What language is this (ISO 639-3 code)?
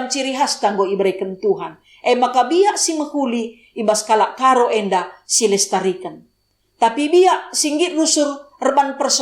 btx